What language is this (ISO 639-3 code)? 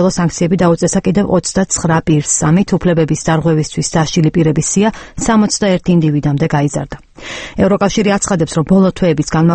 kat